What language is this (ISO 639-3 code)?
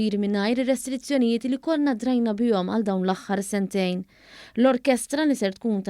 mlt